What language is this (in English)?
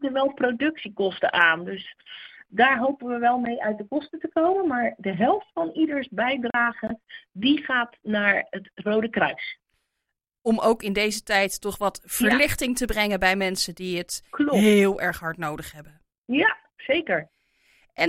Dutch